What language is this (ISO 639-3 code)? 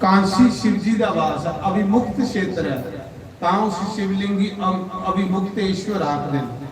doi